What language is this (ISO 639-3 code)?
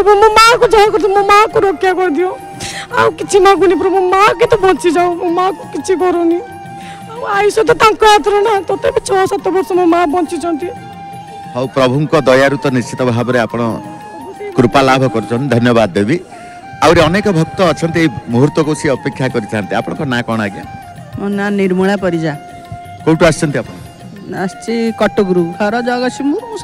ori